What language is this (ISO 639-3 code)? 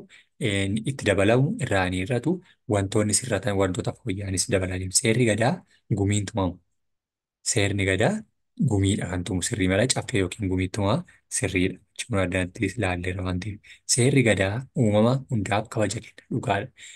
orm